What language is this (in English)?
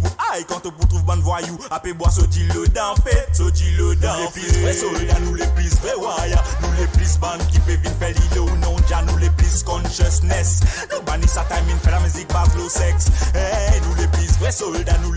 Morisyen